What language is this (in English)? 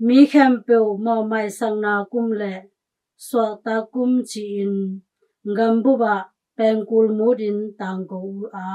Tedim Chin